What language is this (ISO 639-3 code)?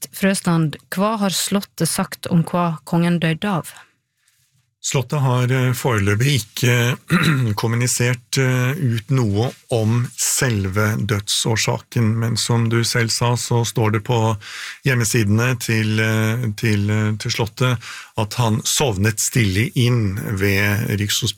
nor